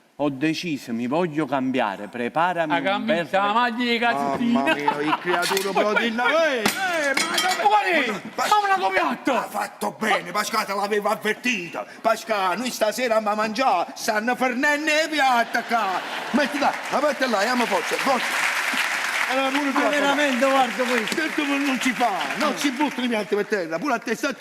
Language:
Neapolitan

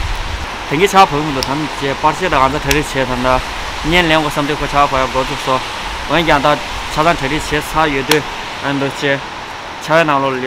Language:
Tibetan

